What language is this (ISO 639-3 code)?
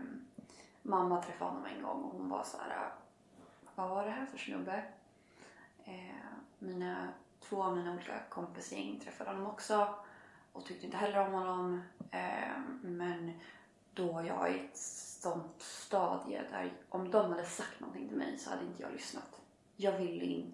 swe